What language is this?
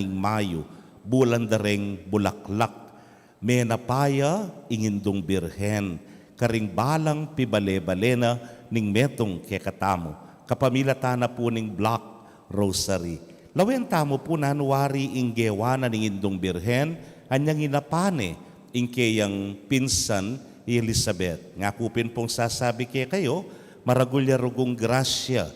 Pampanga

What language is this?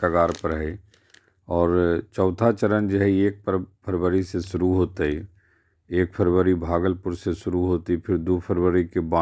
Magahi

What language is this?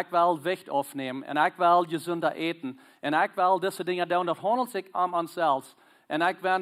Plautdietsch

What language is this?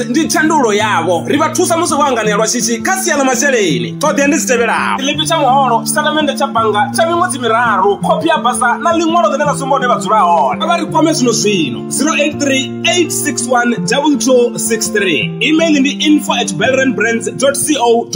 Venda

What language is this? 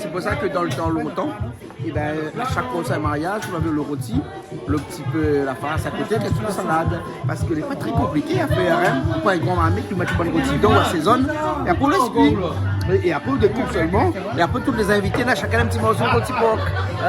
Réunion Creole French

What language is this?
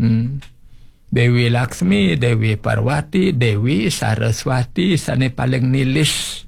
Balinese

